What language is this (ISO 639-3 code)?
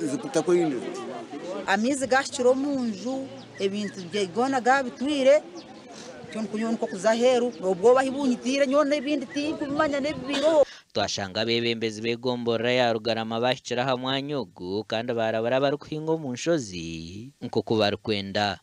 nyn